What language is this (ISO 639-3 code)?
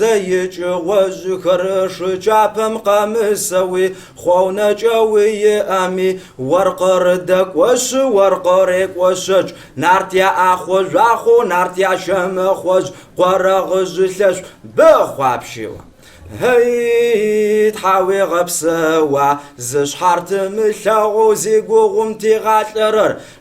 kbd